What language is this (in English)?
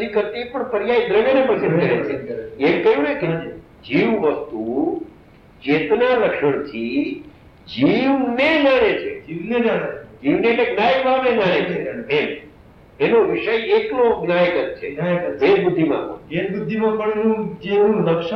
Gujarati